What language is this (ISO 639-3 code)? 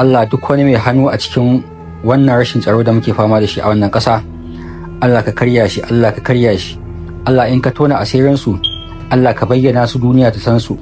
hau